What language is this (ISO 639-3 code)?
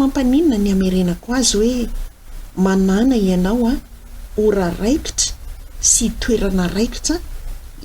mlg